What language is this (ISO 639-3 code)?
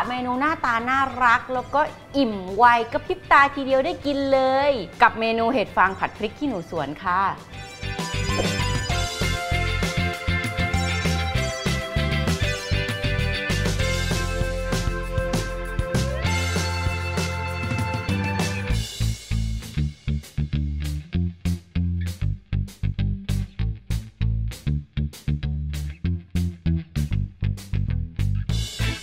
tha